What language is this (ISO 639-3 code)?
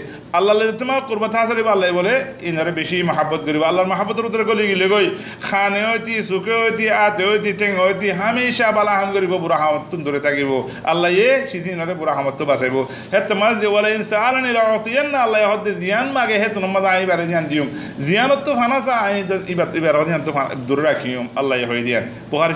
rhg